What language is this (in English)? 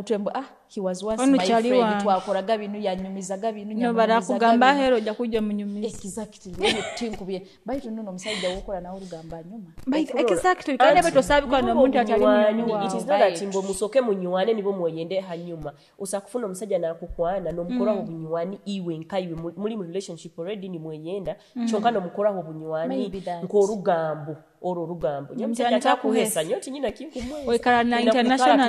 Nyoro